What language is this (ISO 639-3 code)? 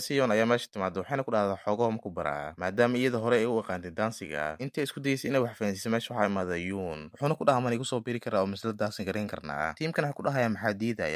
som